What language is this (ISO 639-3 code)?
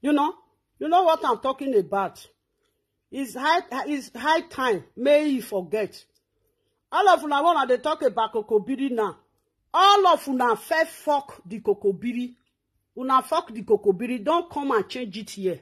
pcm